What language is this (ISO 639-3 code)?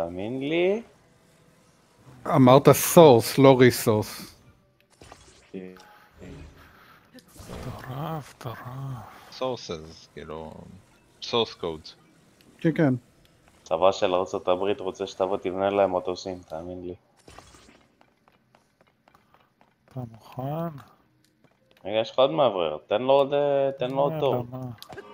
heb